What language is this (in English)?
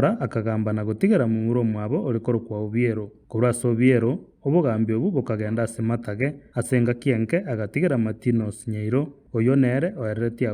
Gusii